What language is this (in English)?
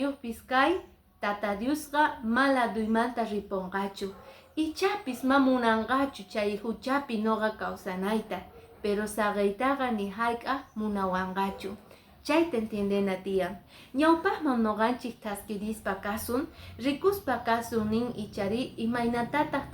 Quechua